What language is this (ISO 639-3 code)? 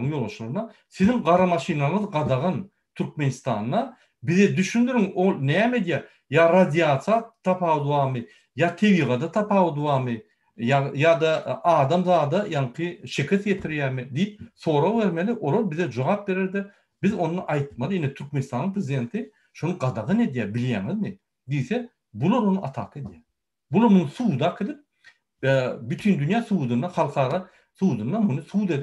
tuk